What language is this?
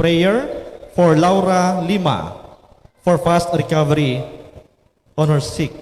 Hiligaynon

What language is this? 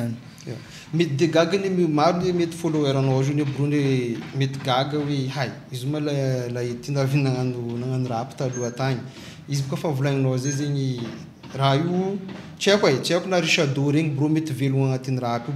Malagasy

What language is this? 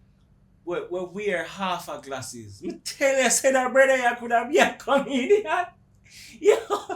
Jamaican Creole English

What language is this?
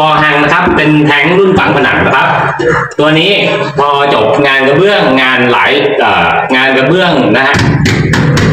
Thai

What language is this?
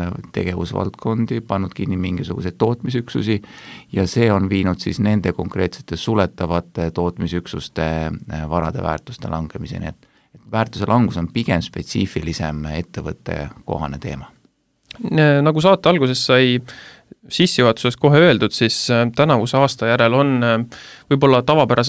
Estonian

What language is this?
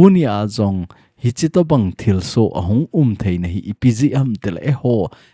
Thado Chin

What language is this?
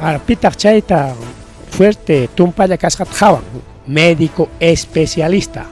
Ayacucho Quechua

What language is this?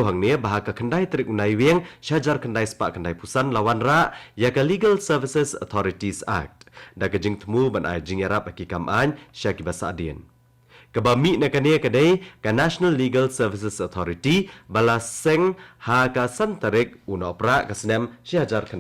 Khasi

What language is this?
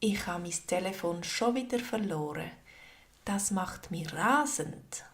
Swiss German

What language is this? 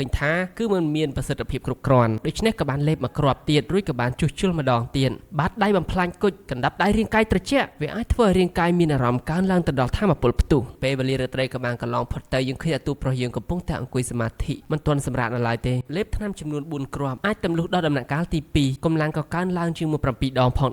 Khmer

